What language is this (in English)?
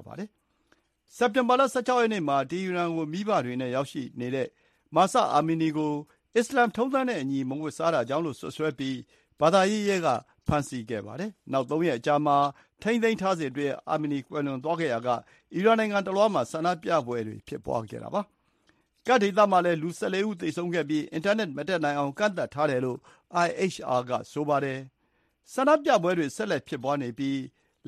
Burmese